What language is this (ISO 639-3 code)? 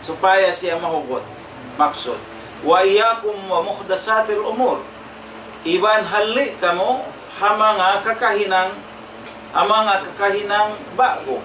tsg